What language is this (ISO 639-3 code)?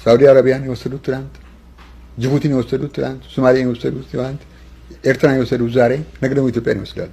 amh